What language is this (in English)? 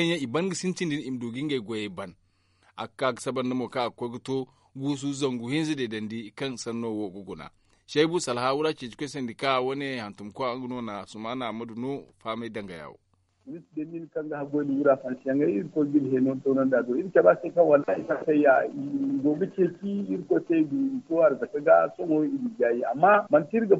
Zarma